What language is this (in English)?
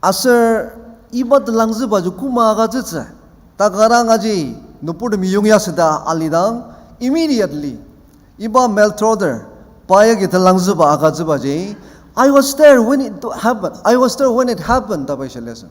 Ao Naga